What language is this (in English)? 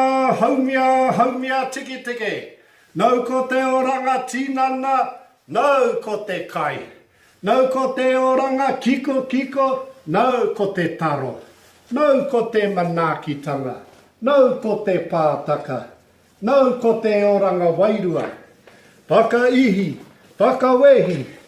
Māori